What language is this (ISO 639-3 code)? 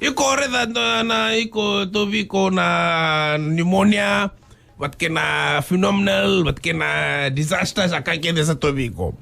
fij